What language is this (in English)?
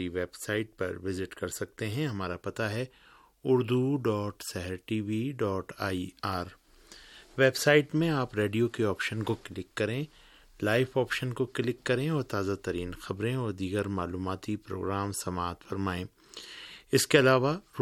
Urdu